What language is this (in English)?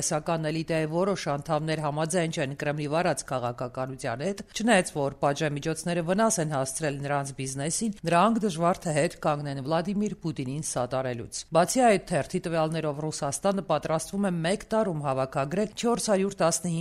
Armenian